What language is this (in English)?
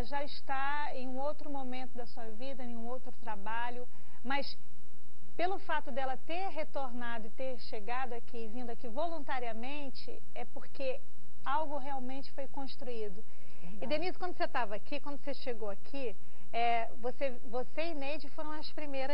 Portuguese